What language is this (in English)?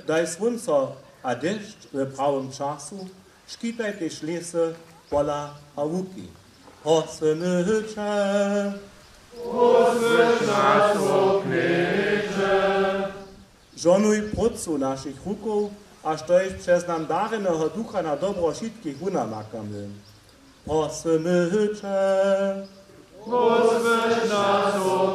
Upper Sorbian